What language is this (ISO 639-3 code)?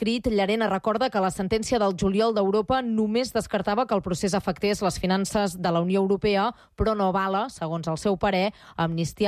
cat